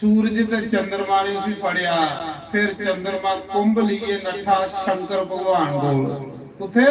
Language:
Dogri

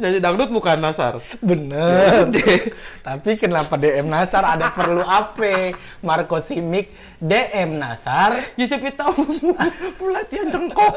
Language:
Betawi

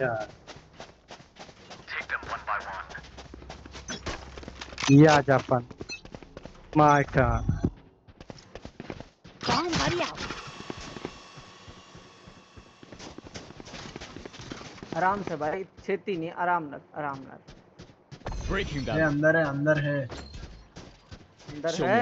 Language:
Hindi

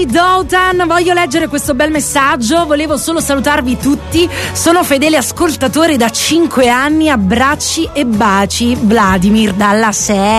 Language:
Italian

